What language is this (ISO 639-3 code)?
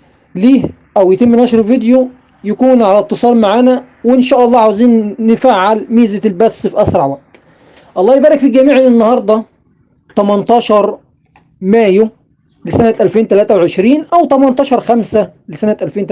arz